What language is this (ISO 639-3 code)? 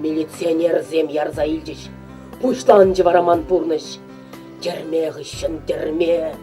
chv